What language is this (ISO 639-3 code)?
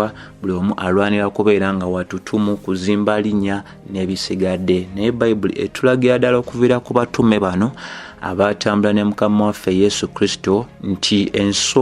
lug